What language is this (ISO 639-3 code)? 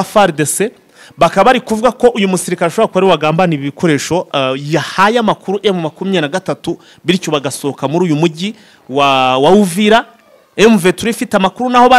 kin